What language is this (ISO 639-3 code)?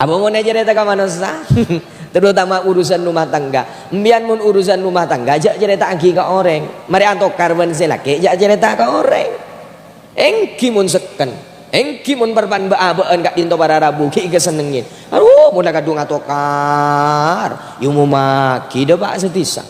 mad